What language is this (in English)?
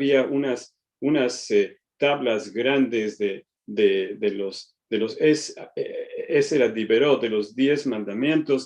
Ladino